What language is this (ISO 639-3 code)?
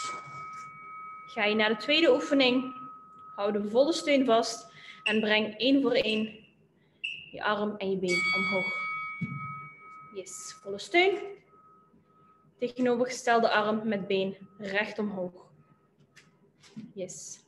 nld